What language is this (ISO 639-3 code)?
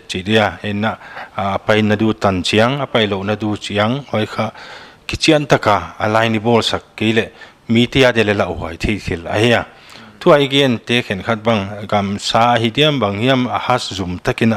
pck